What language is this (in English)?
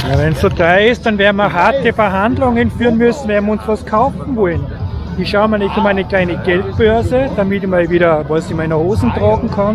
German